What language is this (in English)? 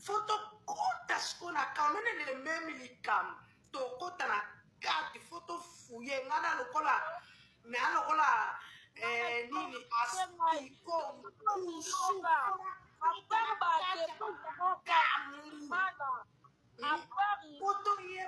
Lingala